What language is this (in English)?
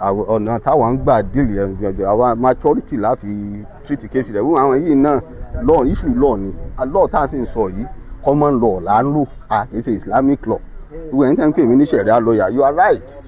Yoruba